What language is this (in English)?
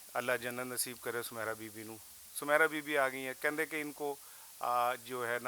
Western Panjabi